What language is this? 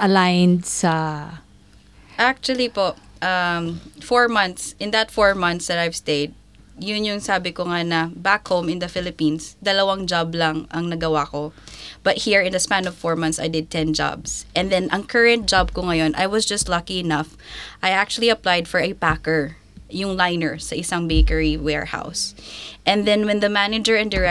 Filipino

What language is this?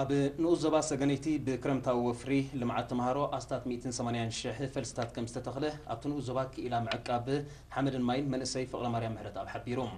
Tigrinya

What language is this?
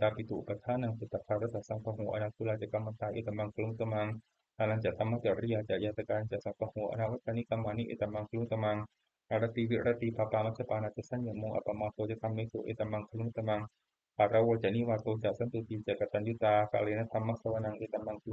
Pali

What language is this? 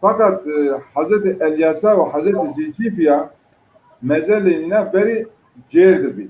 Zaza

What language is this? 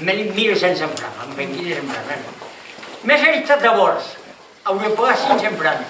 Occitan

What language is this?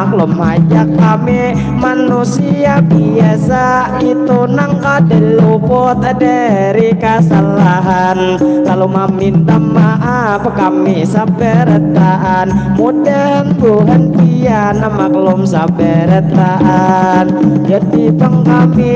Banjar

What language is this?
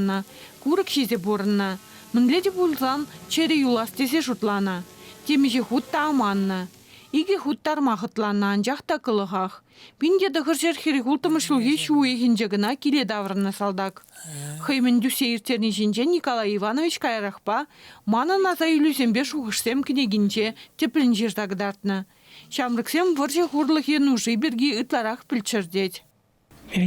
Chuvash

